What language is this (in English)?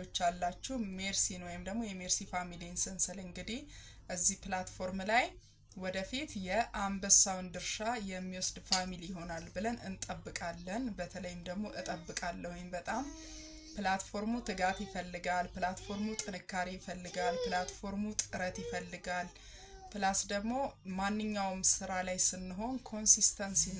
Amharic